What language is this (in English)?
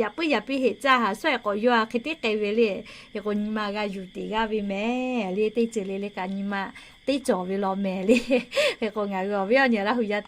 Lahu